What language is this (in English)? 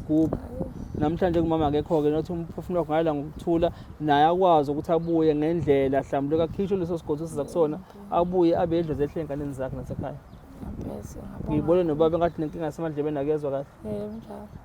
Zulu